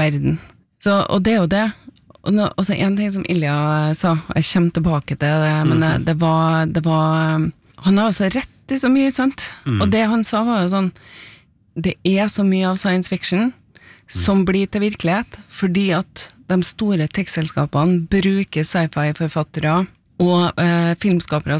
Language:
Norwegian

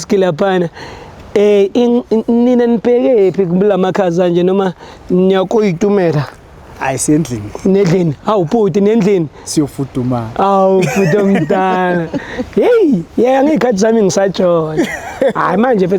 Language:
Zulu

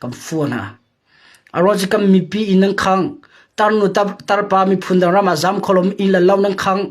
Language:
Hakha Chin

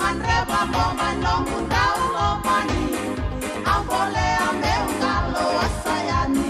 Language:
Fijian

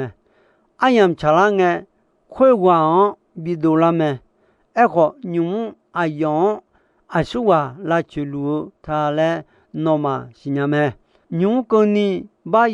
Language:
Akha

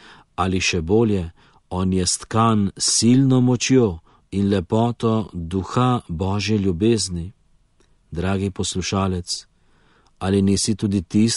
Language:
Slovenian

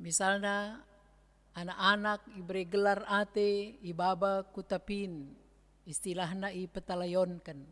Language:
Batak Karo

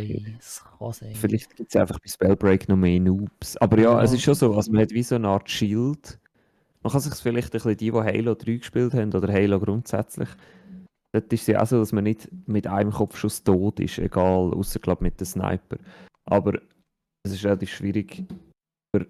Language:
Swiss German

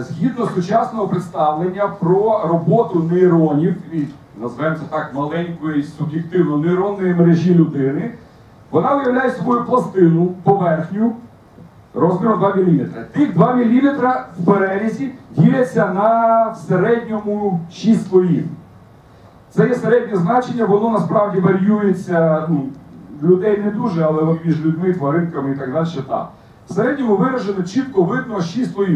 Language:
Ukrainian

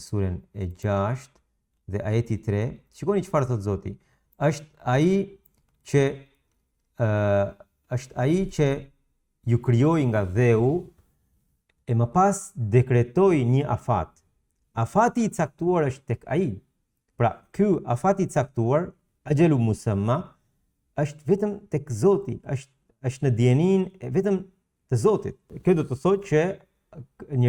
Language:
Albanian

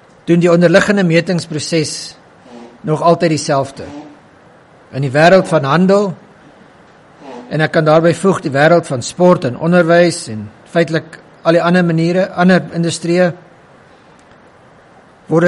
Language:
Afrikaans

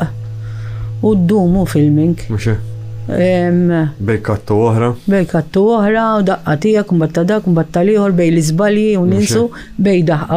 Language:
Maltese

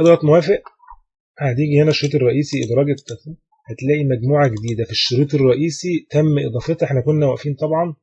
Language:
Egyptian Arabic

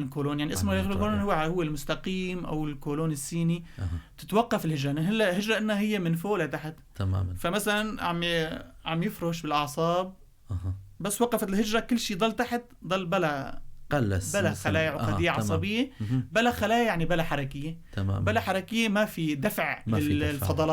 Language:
North Levantine Arabic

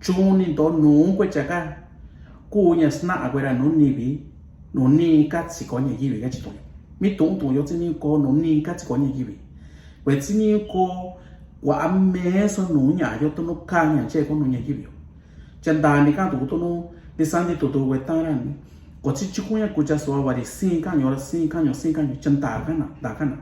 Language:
Mixtepec Mixtec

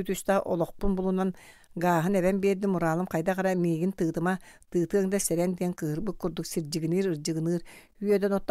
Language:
Yakut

